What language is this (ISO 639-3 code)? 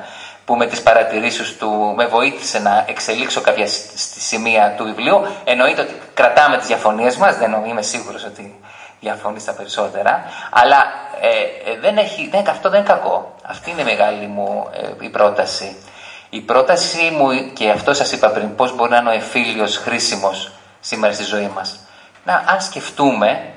ell